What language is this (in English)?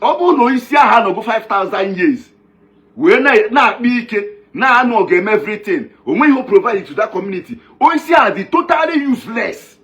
Igbo